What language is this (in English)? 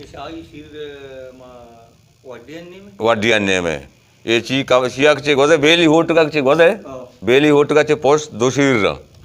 Baluchi